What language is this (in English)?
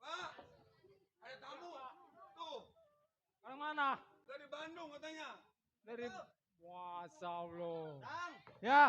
Betawi